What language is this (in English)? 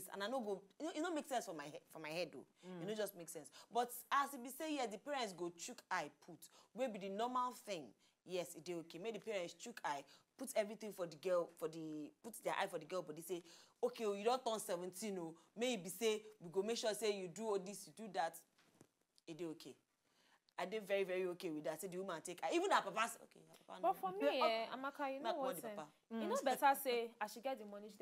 Nigerian Pidgin